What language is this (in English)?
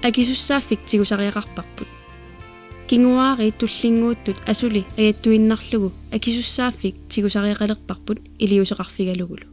Kalaallisut